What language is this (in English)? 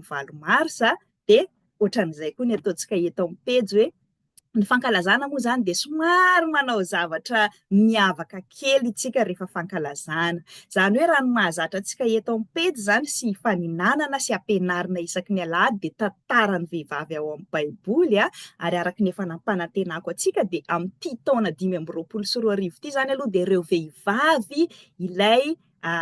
Malagasy